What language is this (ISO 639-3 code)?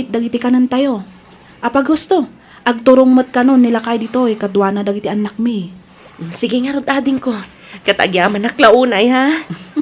ilo